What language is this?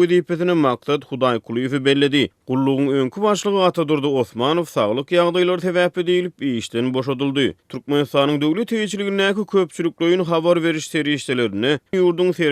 Turkmen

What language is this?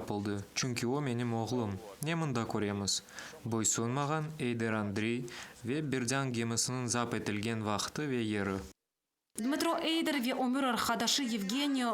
Crimean Tatar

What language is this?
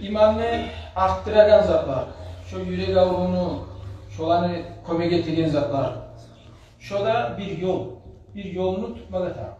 Kumyk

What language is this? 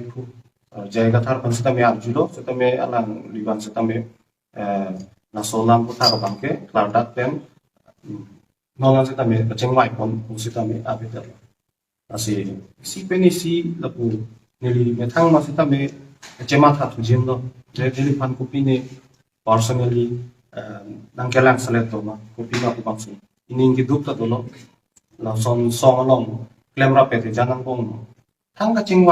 Karbi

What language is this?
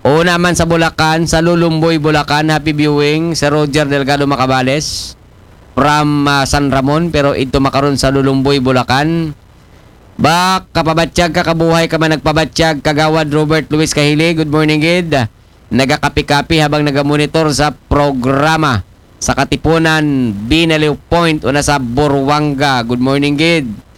Aklanon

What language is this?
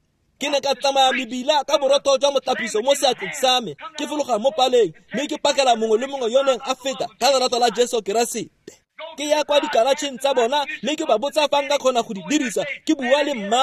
Tswana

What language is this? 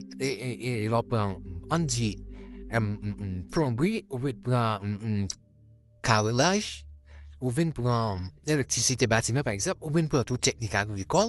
Haitian Creole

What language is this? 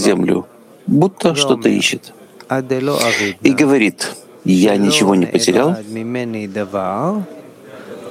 Russian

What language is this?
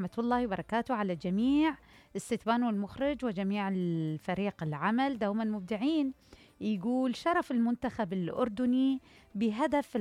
Mesopotamian Arabic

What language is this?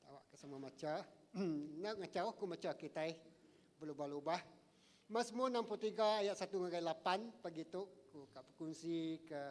Iban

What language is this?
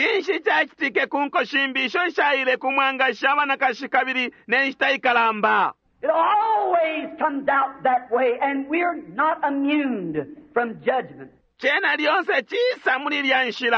Bemba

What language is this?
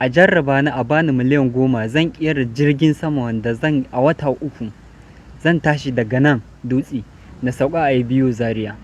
Hausa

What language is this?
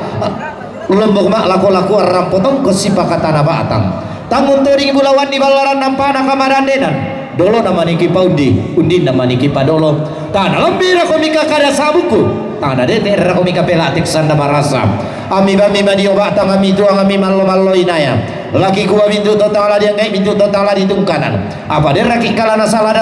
Toraja-Sa'dan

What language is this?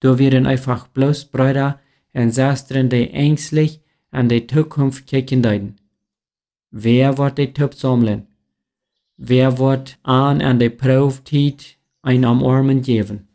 Plautdietsch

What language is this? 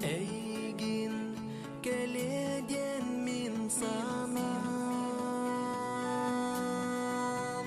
Yakut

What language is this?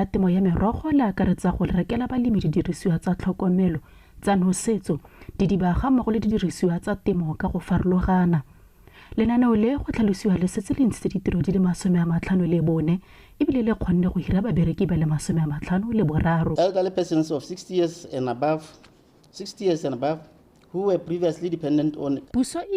Tswana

